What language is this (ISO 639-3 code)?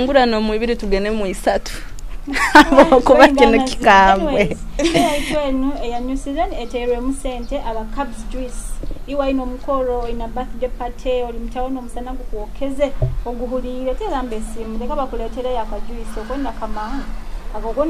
nyo